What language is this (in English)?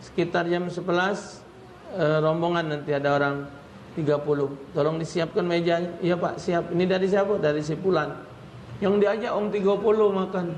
Musi